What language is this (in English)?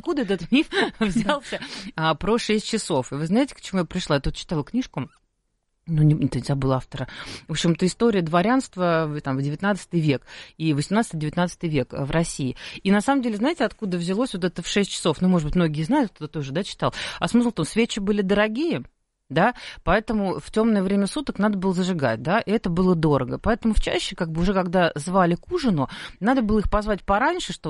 Russian